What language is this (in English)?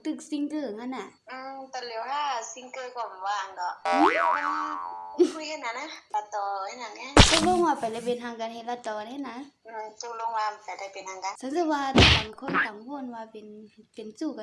Shan